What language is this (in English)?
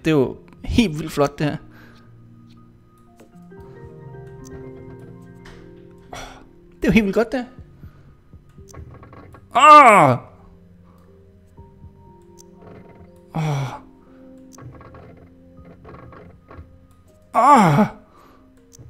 Danish